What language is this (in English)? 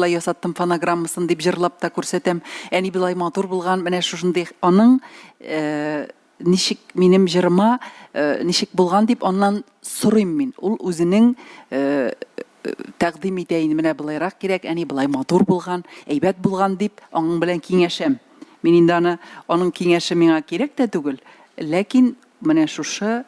Tatar